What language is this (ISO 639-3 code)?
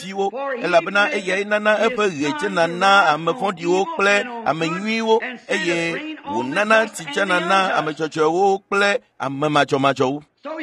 ewe